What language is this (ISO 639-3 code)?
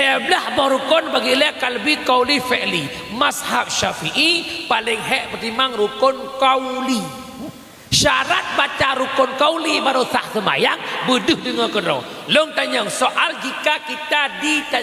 ace